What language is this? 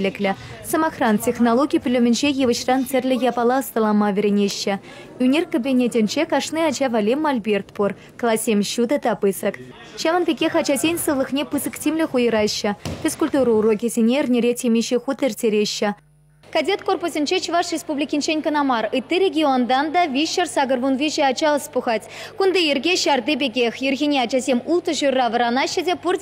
Chuvash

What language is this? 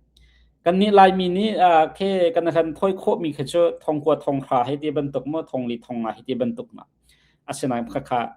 Hakha Chin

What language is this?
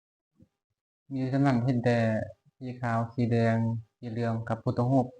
Lao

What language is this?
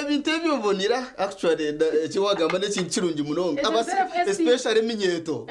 Nyankole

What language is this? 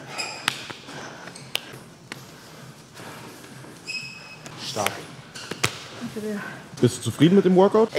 German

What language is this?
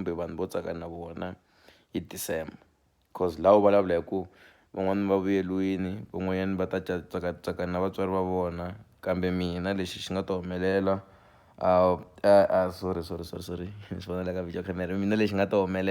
Tsonga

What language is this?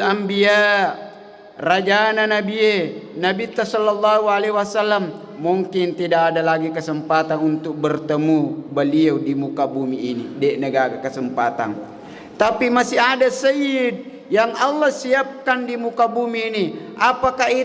Buginese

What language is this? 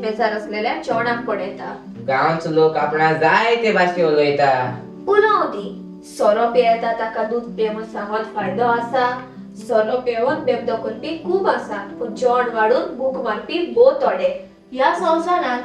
Konkani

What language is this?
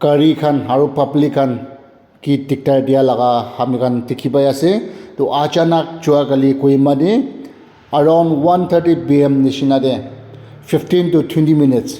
Naga Pidgin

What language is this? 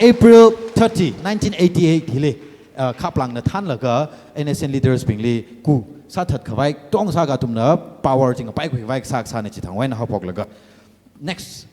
Tangkhul Naga (India)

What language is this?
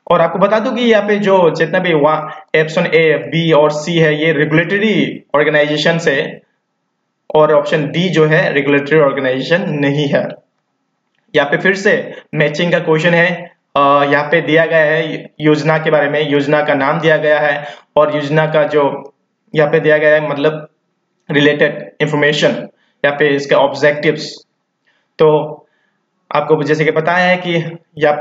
Hindi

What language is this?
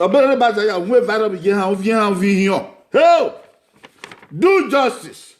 Bini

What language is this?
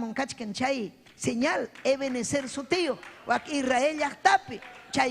Ayacucho Quechua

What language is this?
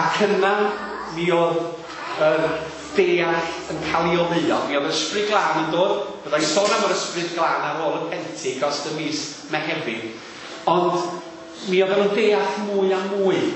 Welsh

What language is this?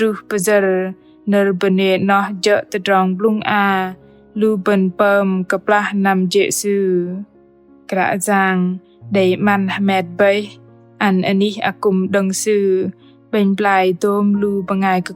Bahnar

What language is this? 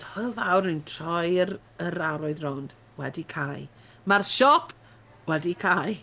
Welsh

